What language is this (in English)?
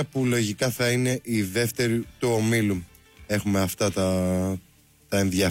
Greek